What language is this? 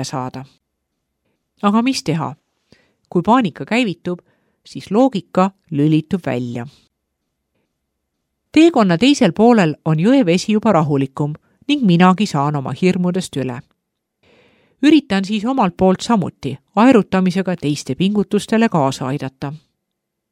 Estonian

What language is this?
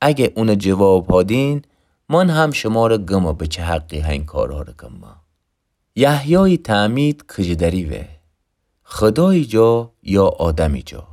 Gilaki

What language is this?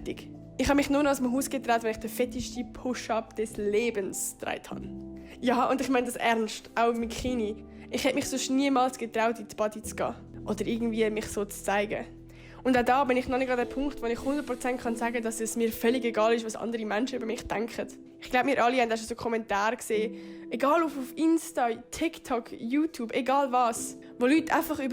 Swiss German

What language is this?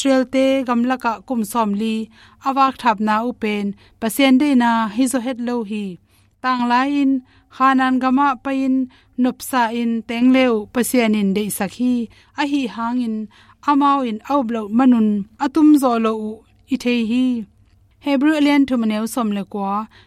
Tedim Chin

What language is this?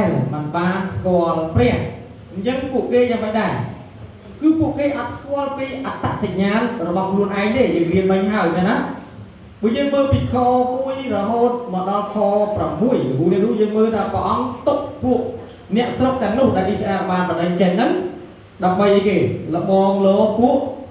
Khmer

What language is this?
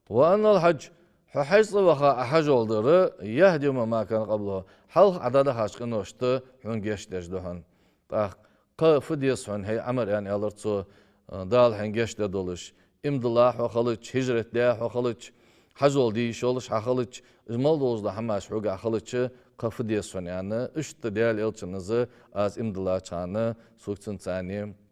Ingush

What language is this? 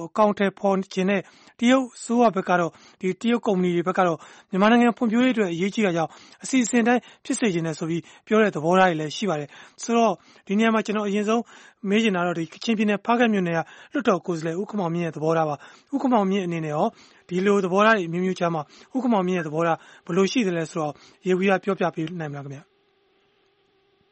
Burmese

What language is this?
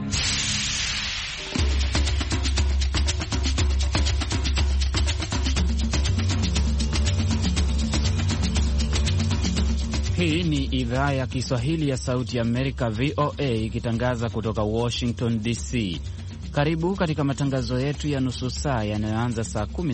Swahili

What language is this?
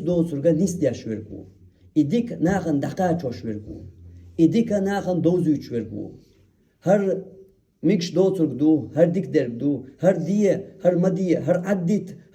Chechen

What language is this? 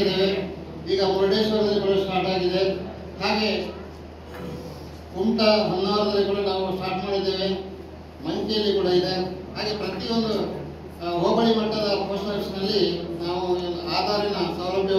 Kannada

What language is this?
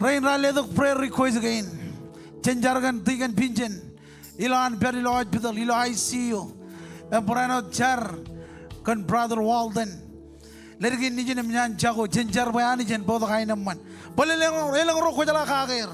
Marshallese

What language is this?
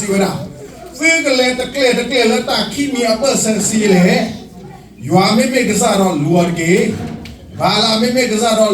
S'gaw Karen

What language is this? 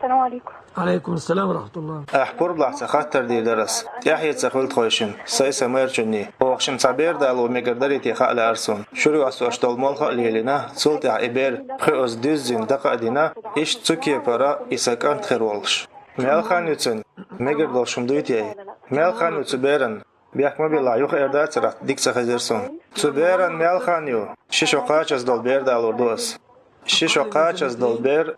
Chechen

